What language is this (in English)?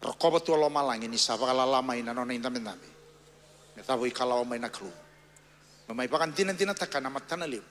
Fijian